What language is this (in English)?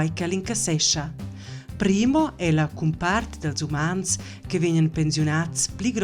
Romansh